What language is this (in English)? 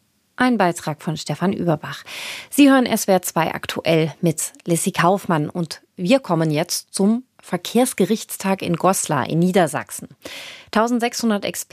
German